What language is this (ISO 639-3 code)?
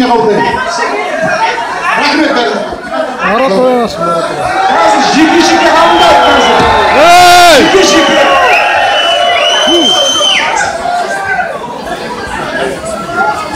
kaz